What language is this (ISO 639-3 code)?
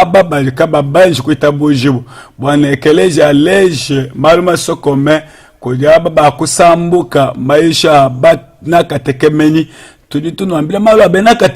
lua